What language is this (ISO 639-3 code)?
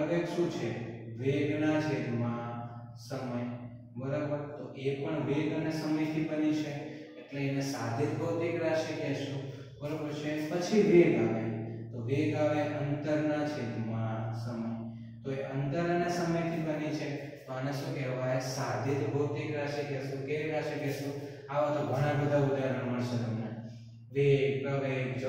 guj